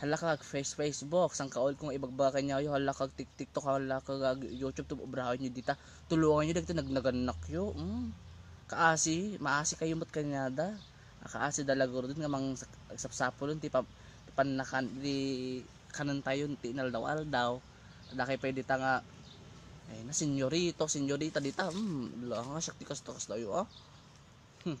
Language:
Iloko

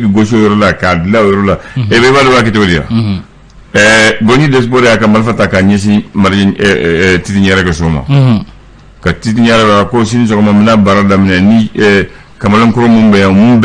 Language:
Bambara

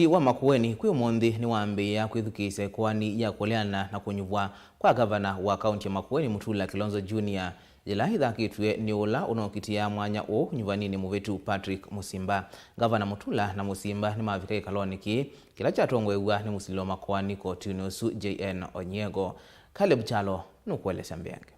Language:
Kamba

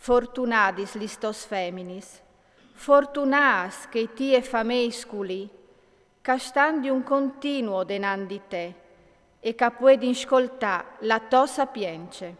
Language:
Friulian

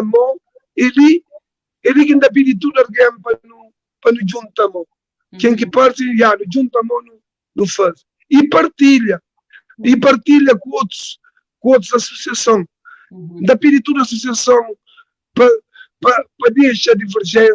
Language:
Kabuverdianu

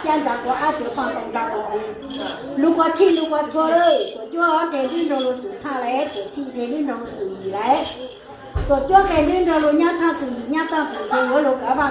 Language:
Hmong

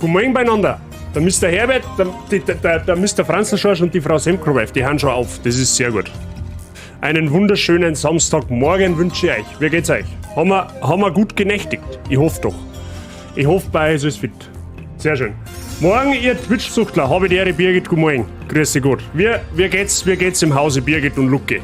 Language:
Bavarian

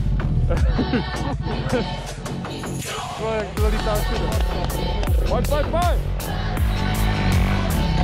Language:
Czech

